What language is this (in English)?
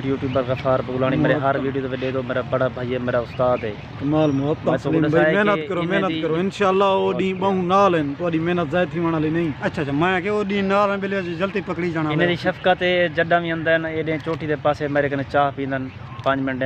Saraiki